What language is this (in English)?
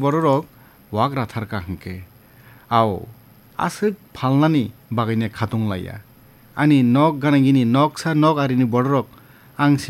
Kok Borok